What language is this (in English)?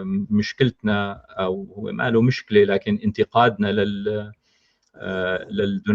North Levantine Arabic